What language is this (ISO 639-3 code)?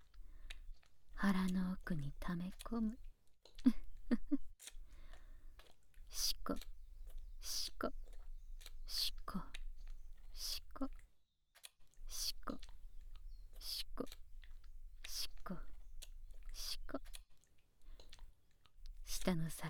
jpn